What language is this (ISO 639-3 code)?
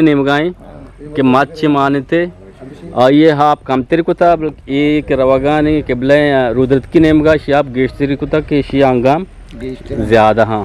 bgp